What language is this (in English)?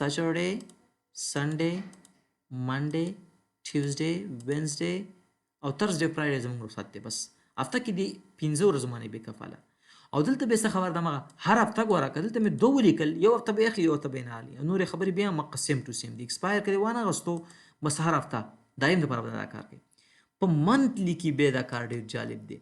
Pashto